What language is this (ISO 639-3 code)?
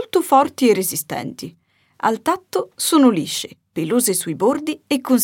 ita